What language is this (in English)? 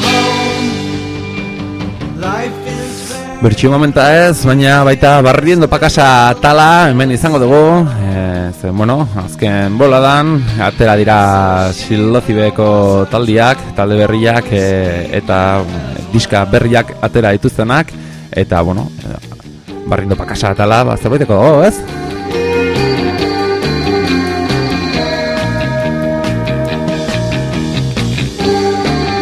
Basque